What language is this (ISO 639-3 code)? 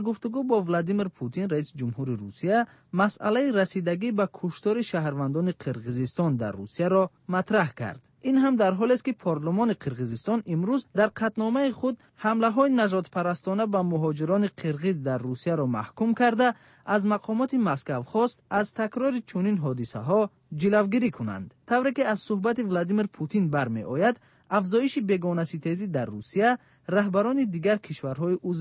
fas